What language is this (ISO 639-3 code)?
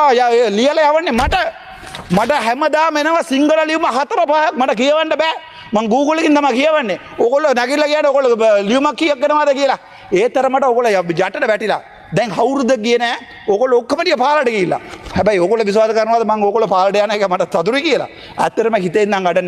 sin